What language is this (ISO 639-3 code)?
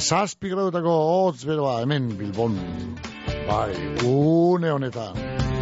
eus